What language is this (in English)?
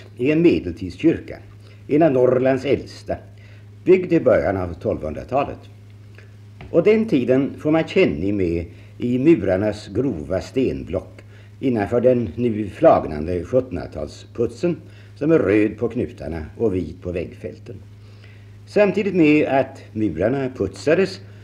Swedish